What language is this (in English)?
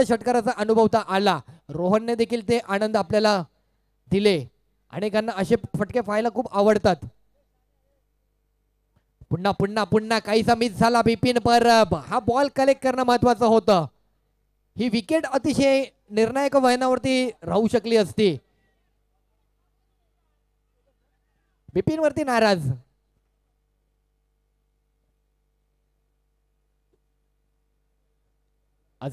Marathi